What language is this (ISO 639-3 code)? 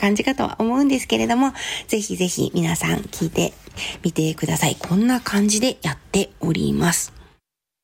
jpn